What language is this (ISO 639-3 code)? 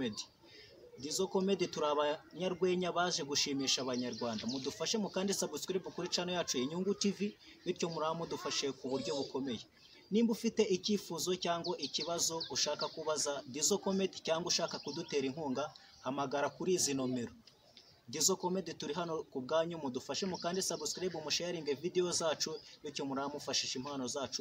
kin